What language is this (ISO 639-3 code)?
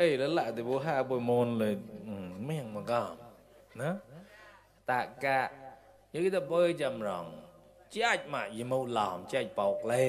mnw